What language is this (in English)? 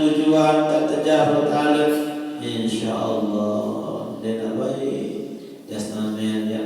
Sasak